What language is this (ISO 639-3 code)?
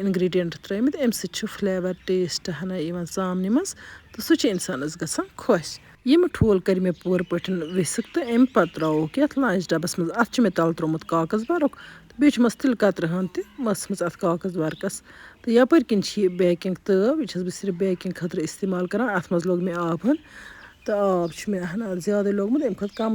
kas